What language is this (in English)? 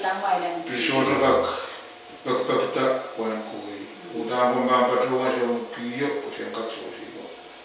Pohnpeian